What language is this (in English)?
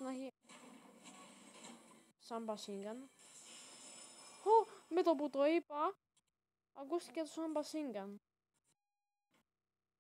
Greek